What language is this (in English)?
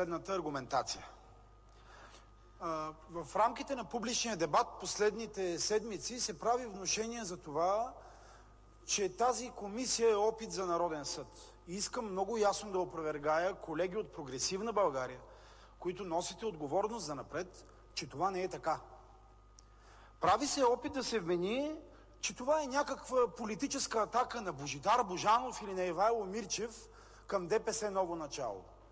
Bulgarian